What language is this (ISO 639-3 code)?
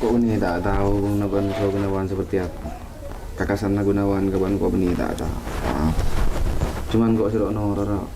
mad